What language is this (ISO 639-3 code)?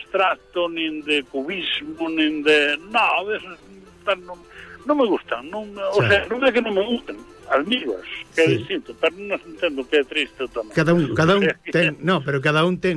glg